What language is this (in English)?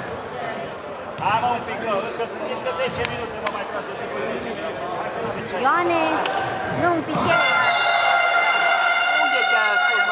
Romanian